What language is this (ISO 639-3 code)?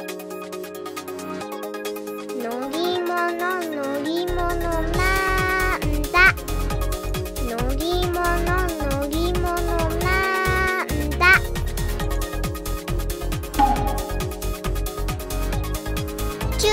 jpn